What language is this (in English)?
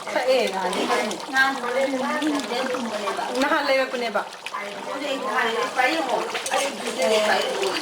Manipuri